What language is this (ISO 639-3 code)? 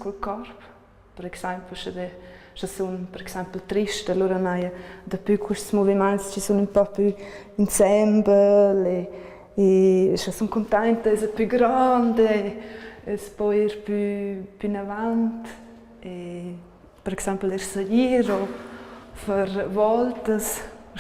roh